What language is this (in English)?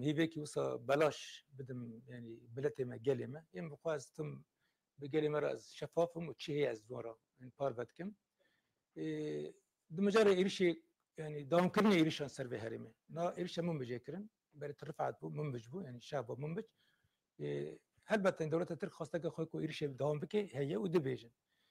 Kurdish